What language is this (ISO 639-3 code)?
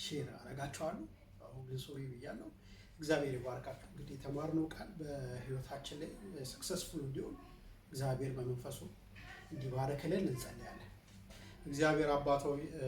amh